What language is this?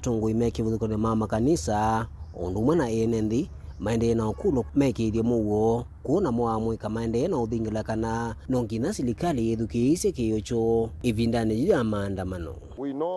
Kamba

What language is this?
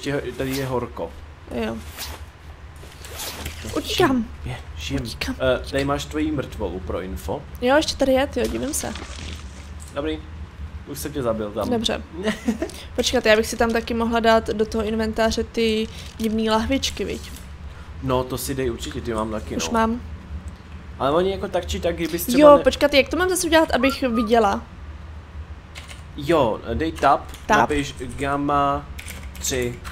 Czech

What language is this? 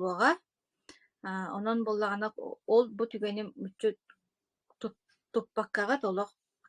Yakut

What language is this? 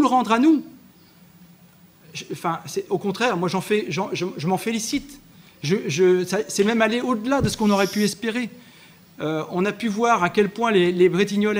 French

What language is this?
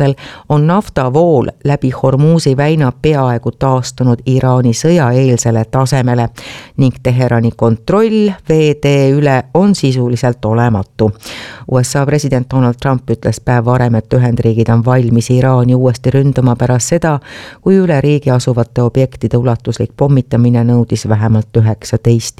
Estonian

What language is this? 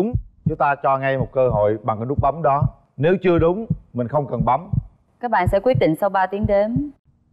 Vietnamese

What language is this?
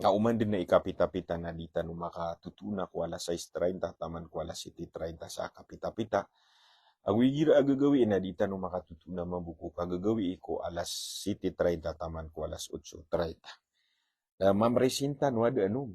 Maranao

